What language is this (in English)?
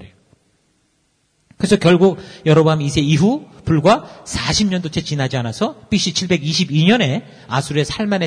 Korean